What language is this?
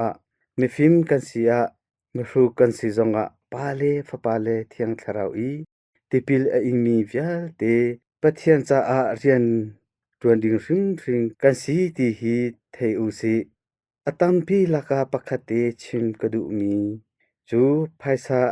Hakha Chin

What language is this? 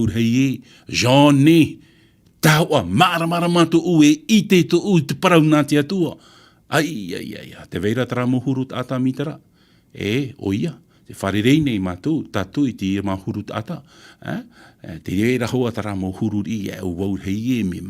Tahitian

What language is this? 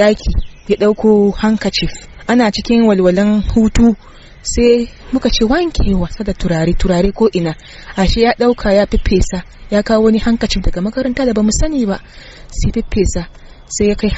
Hausa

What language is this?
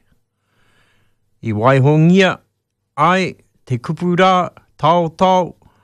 Māori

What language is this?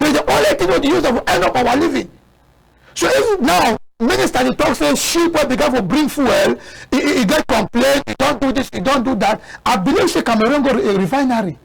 Cameroon Pidgin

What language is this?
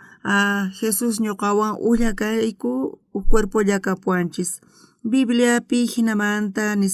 South Bolivian Quechua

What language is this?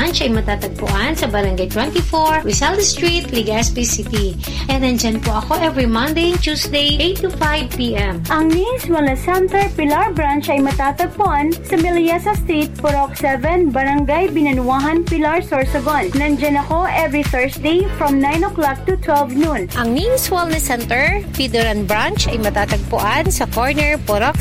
Filipino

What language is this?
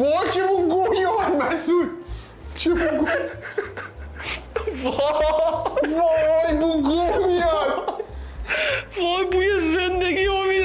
Persian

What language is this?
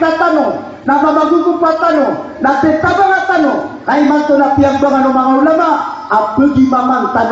Maranao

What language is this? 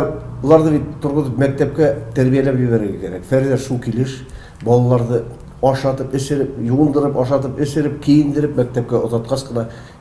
Tatar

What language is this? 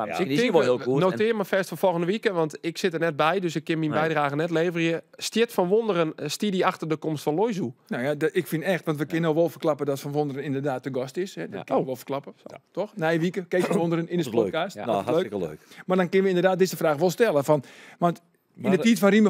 Western Frisian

